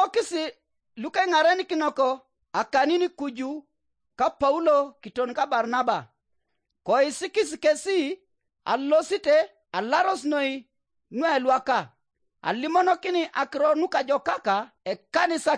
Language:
Teso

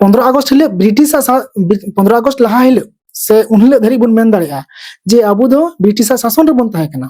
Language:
Santali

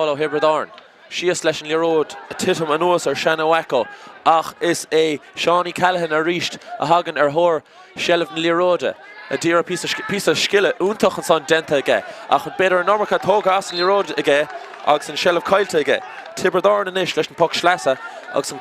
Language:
Irish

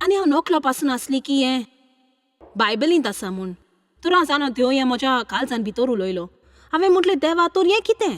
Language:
Konkani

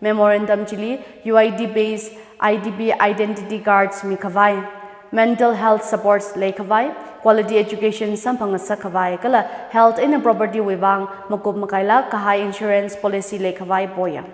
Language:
Tangkhul Naga (India)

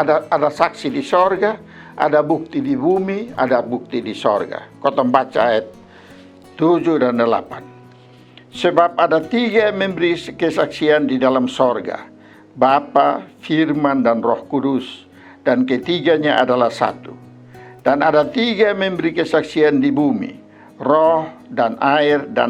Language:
Kupang Malay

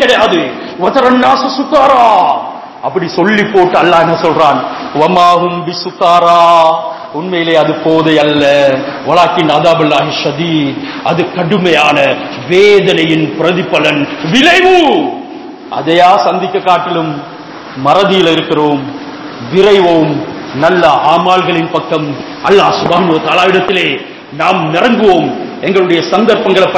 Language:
Tamil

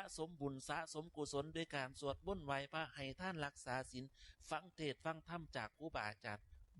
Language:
Northeastern Thai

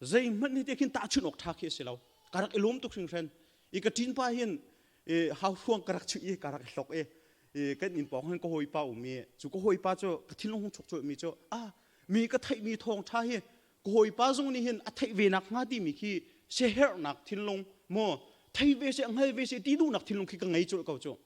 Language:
Hakha Chin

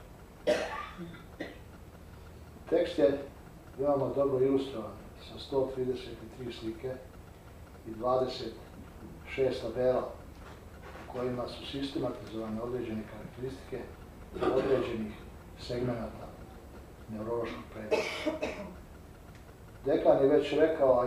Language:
Serbian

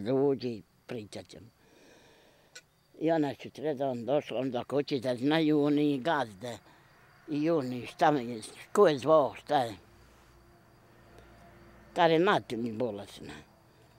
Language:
Bosnian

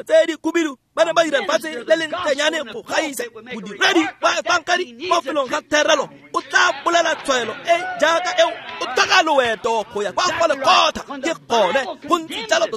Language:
Tswana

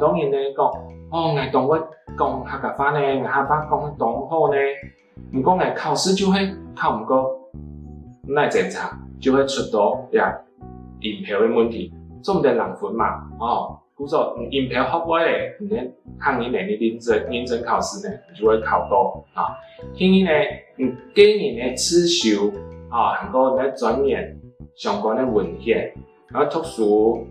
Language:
Hakka Chinese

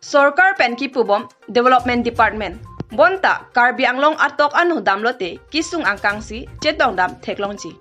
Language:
Karbi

